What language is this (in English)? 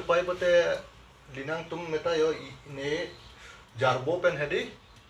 Karbi